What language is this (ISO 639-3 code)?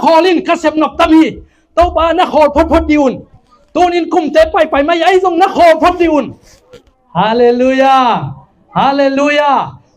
ctd